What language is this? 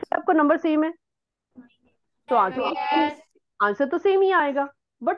Hindi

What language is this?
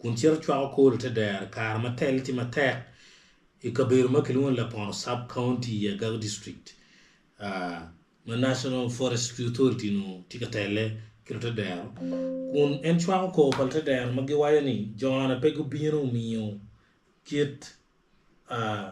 Acoli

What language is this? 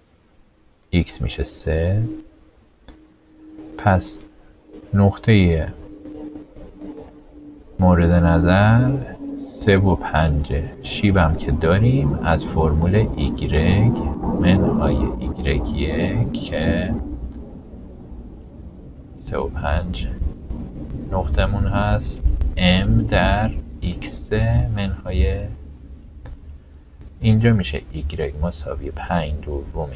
Persian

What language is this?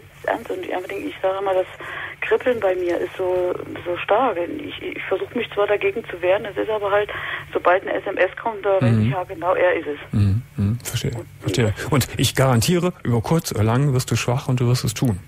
German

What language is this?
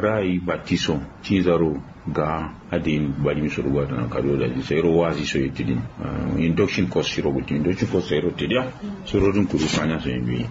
Kanuri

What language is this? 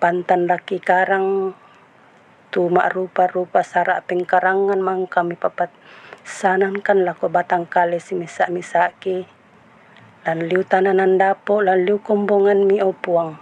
Toraja-Sa'dan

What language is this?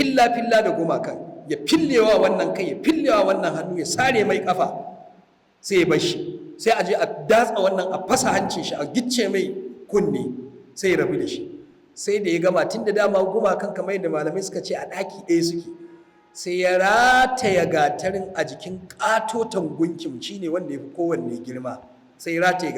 Hausa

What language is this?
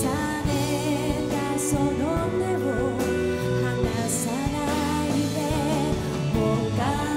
Japanese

